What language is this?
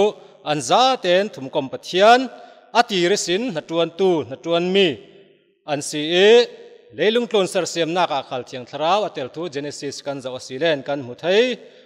Falam Chin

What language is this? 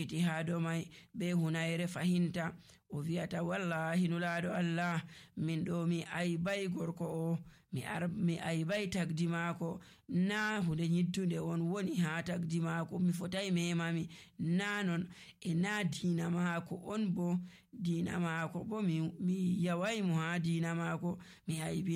Nigerian Fulfulde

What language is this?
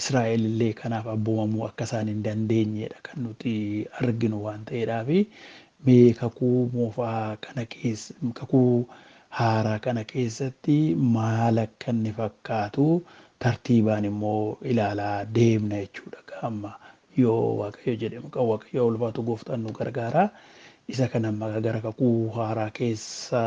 Oromo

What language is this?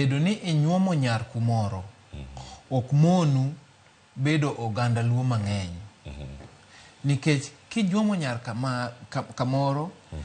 Luo (Kenya and Tanzania)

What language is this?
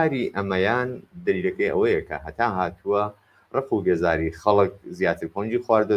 Central Kurdish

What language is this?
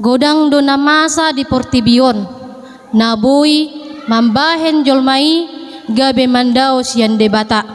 Batak Toba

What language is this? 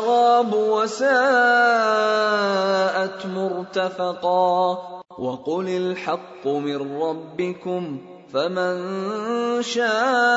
Arabic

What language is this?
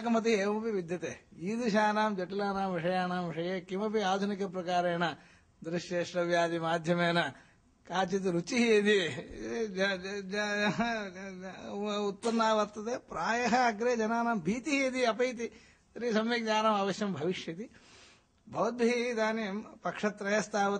Sanskrit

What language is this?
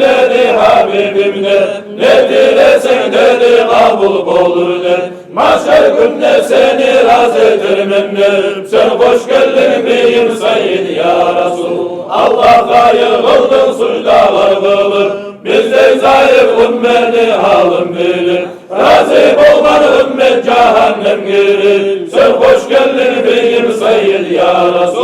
Kumyk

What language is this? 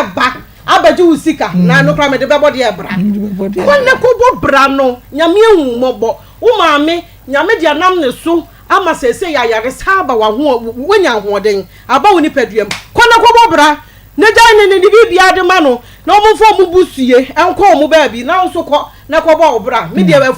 Akan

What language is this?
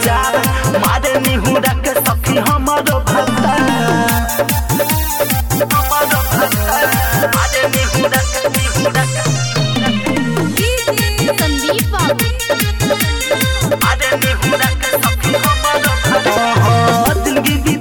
Bhojpuri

